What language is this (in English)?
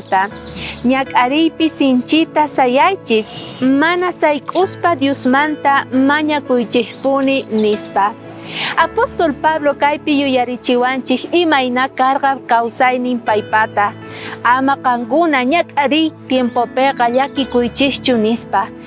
South Bolivian Quechua